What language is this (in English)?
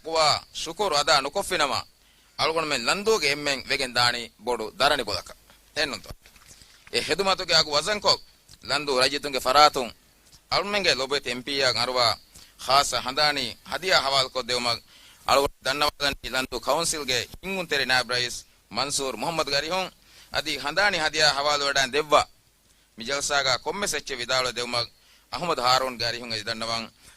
Divehi